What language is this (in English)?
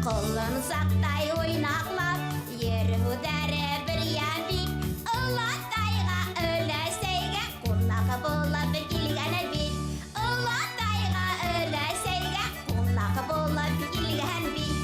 Bashkir